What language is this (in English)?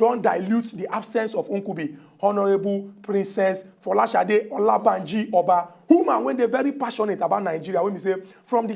Nigerian Pidgin